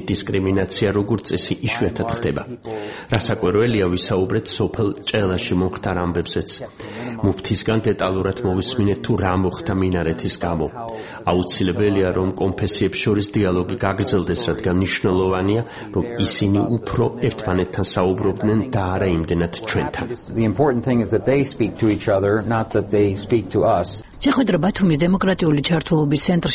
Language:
Georgian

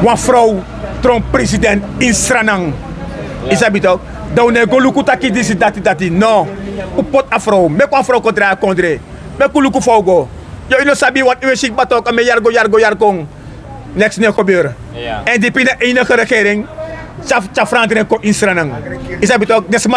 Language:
Sranan Tongo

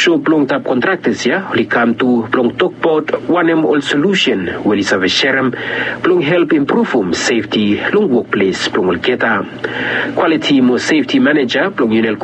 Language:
Bislama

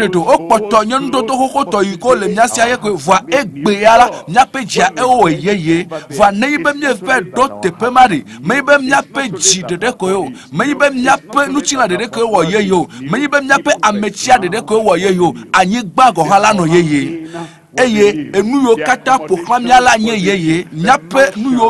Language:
Ewe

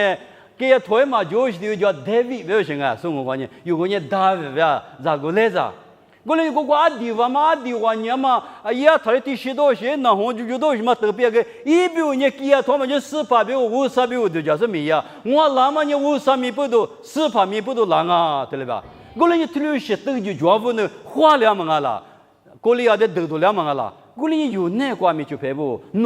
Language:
Lisu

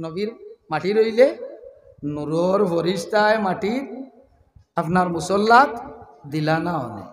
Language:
Sylheti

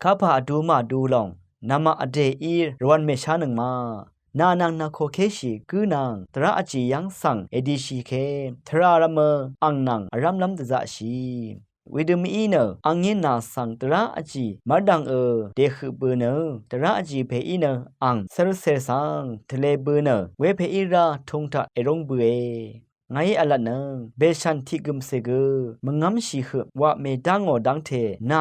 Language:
Rawang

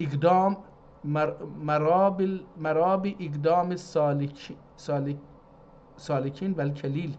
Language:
South Azerbaijani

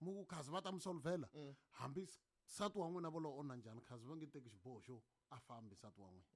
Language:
Tsonga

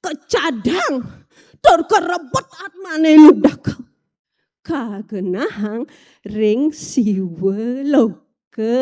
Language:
Balinese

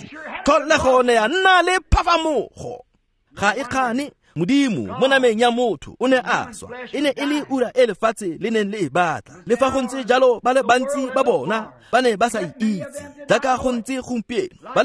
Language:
Tswana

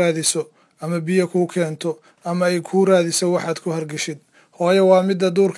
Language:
Somali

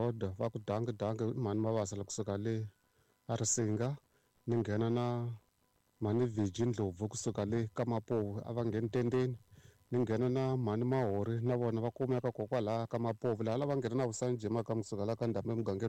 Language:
Tsonga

